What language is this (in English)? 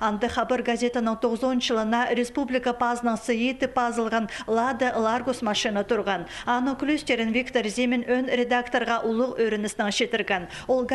Khakas